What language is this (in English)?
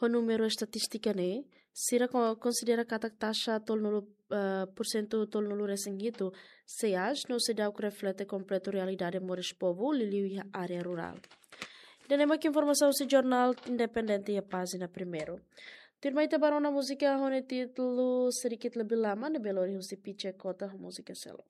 Tetum